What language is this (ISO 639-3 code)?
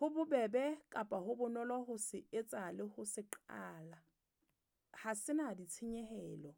sot